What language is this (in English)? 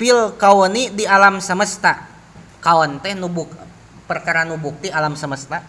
Sundanese